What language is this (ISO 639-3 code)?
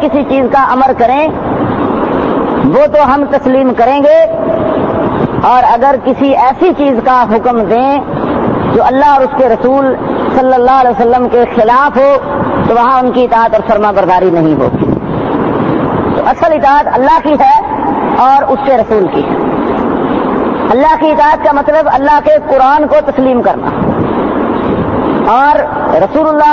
urd